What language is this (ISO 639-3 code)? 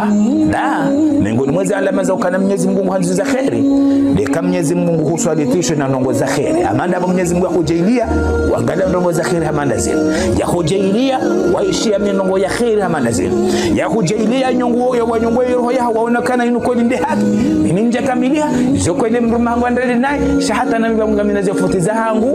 zdj